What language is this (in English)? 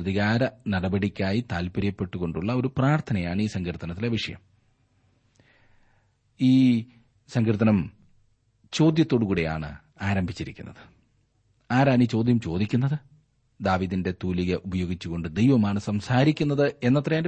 Malayalam